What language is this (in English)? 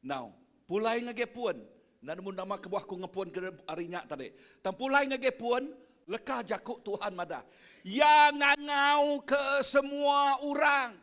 Iban